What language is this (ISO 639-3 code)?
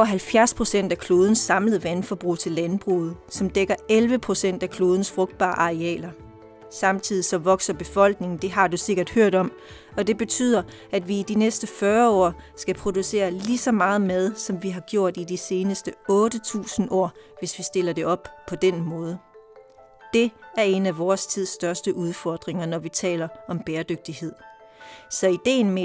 dan